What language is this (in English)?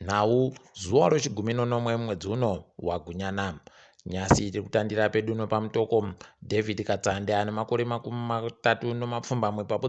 Ndau